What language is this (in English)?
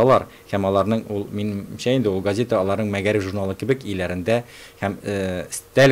Tatar